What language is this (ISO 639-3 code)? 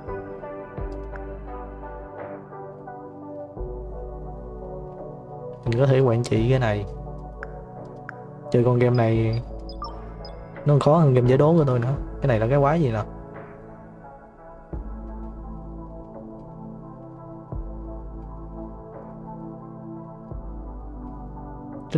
vie